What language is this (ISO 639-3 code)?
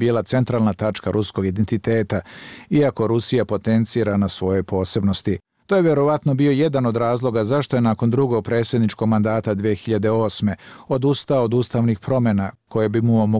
bos